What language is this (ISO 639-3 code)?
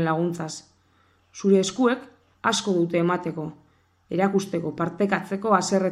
eus